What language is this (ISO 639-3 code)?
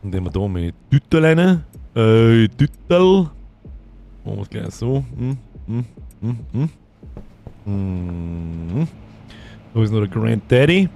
bar